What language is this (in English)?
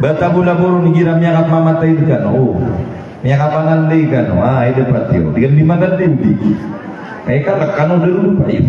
Maranao